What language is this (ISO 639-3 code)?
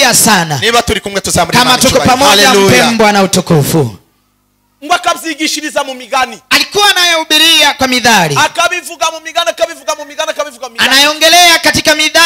kin